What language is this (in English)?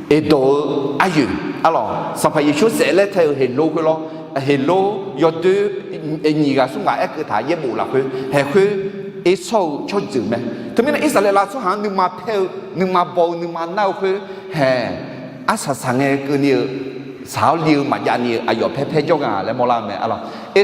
Akha